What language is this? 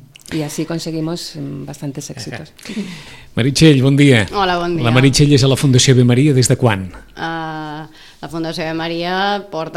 Catalan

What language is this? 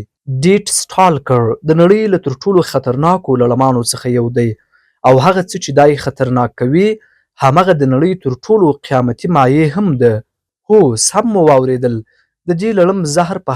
Pashto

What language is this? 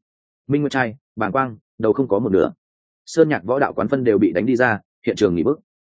Vietnamese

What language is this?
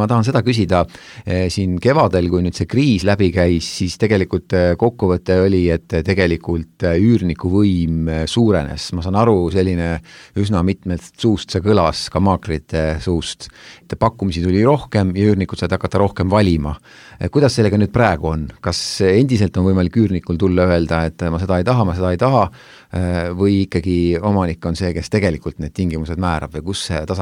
Estonian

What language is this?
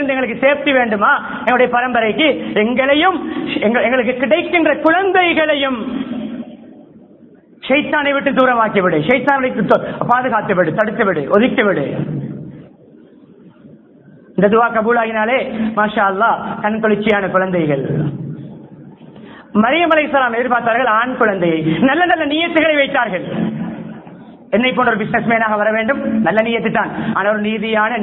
Tamil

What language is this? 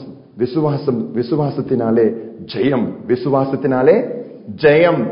Tamil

